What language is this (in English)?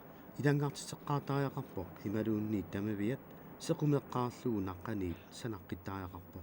Kalaallisut